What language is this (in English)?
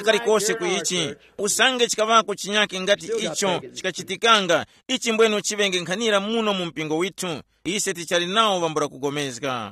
Tumbuka